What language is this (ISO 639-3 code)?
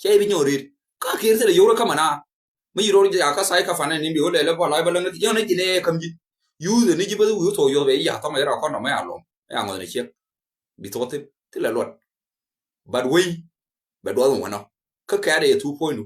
nus